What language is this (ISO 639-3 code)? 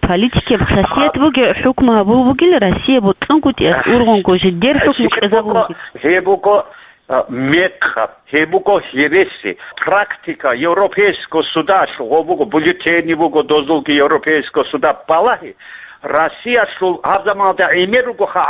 ava